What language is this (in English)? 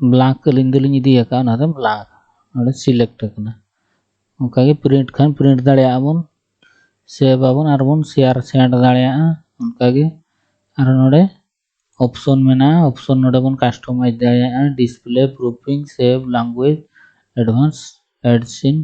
Santali